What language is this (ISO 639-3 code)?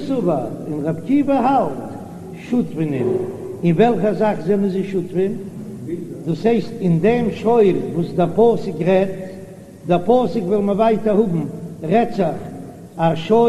yid